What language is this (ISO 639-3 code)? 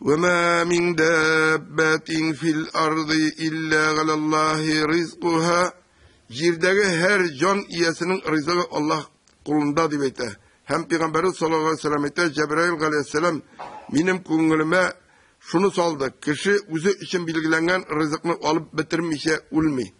tat